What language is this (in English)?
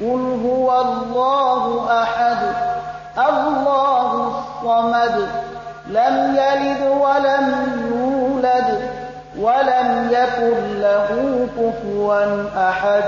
Persian